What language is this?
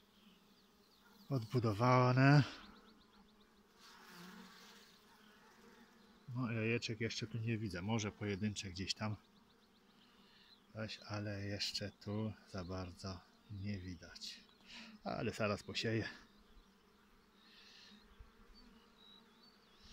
Polish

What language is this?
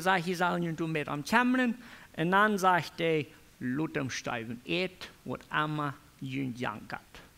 Plautdietsch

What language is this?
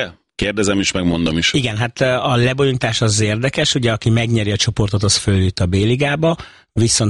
Hungarian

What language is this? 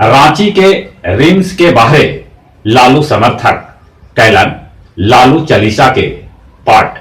Magahi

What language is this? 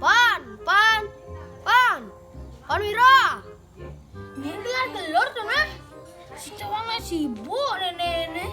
Balinese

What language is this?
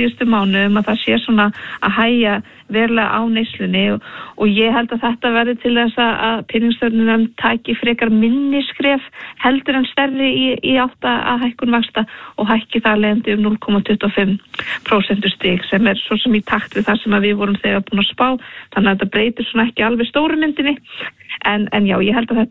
Icelandic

